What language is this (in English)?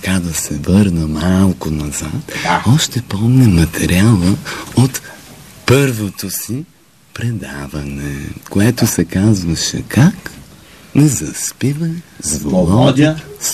Bulgarian